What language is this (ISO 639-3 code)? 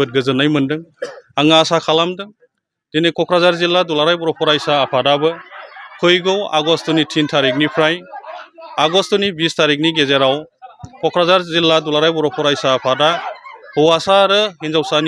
brx